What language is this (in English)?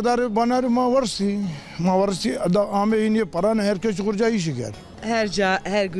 Zaza